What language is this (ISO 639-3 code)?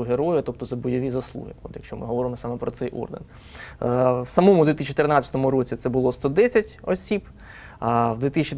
ukr